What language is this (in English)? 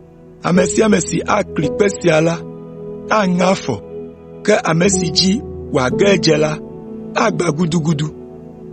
Ewe